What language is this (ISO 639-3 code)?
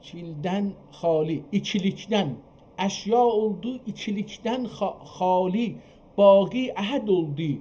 azb